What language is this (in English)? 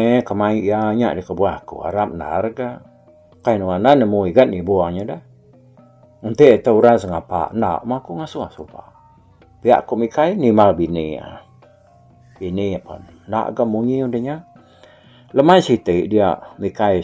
Iban